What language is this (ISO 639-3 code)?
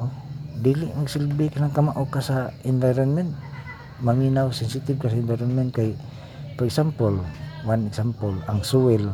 ceb